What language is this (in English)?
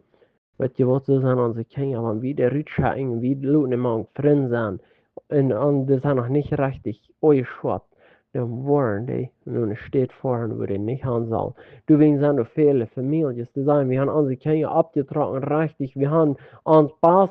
Plautdietsch